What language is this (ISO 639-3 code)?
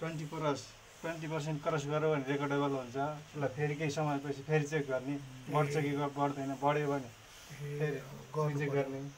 nep